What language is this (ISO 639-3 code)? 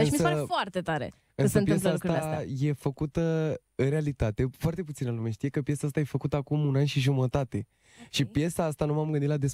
ron